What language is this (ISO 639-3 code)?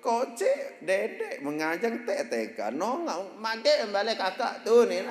sas